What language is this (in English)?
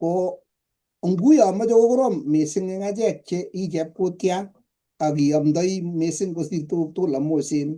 Kalenjin